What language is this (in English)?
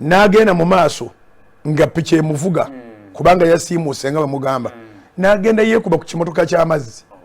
Ganda